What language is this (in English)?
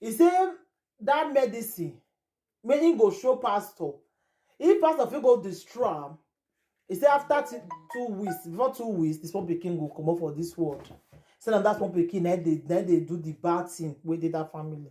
Nigerian Pidgin